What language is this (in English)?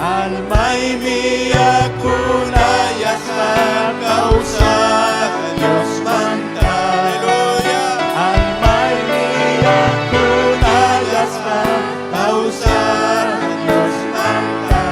Ayacucho Quechua